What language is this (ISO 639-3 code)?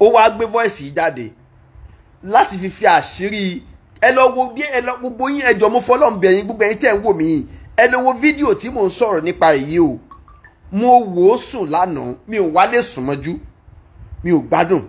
yor